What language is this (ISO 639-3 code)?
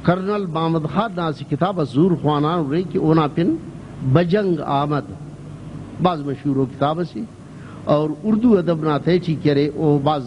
brh